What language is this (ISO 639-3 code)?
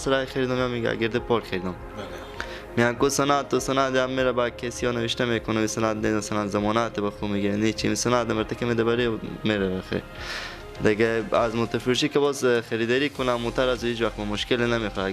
fas